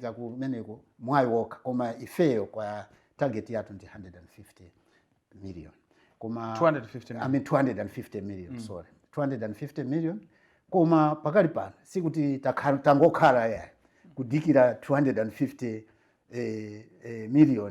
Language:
Nyanja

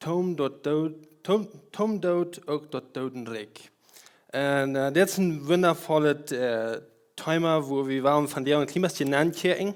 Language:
Plautdietsch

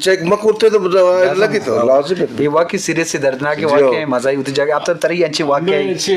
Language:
Eastern Balochi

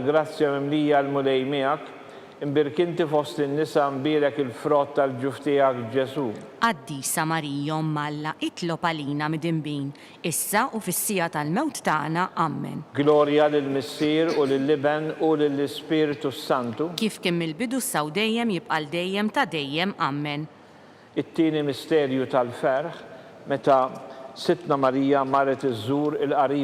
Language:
Maltese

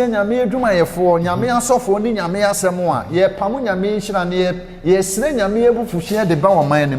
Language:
Akan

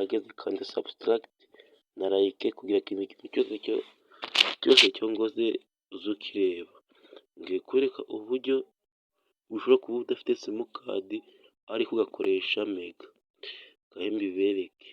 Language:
Kinyarwanda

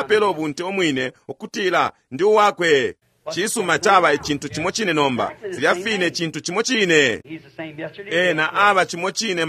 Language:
Bemba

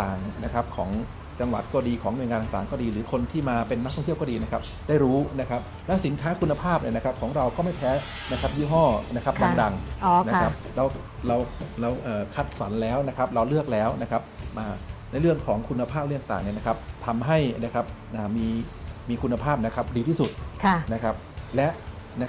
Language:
Thai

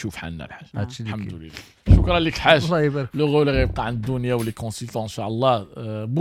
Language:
Moroccan Arabic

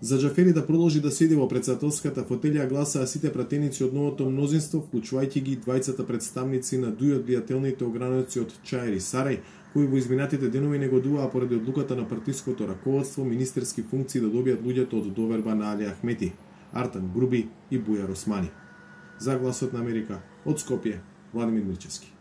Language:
Macedonian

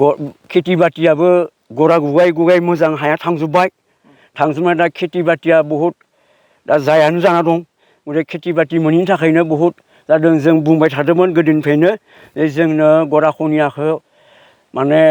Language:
Bodo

